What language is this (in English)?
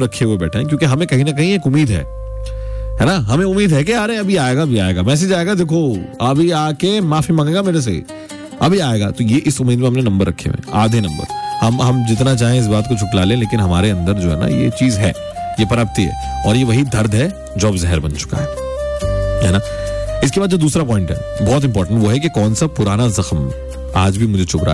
Hindi